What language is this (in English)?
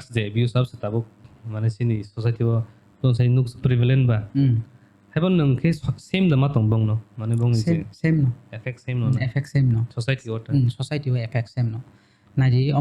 Kok Borok